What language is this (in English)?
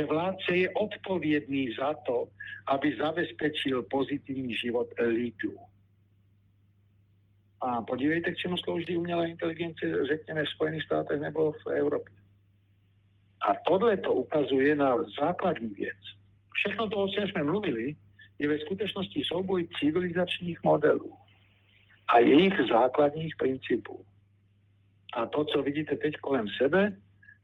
Czech